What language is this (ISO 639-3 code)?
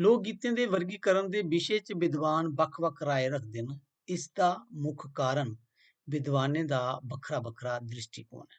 doi